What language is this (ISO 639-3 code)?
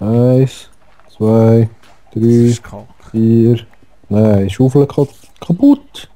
gsw